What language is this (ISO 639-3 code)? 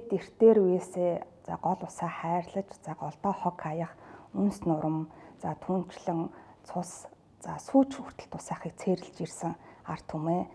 mon